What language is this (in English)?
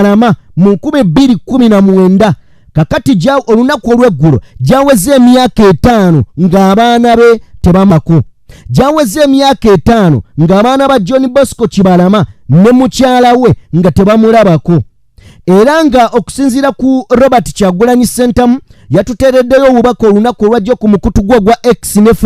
Ganda